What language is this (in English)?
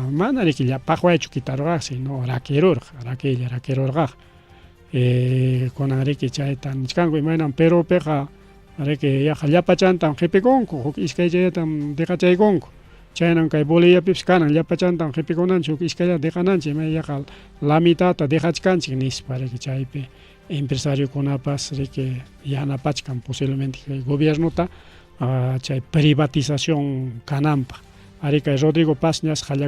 Ayacucho Quechua